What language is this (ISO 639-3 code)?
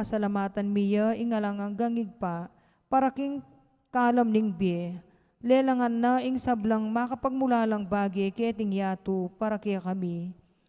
pam